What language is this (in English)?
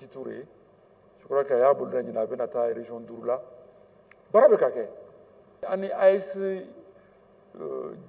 Bambara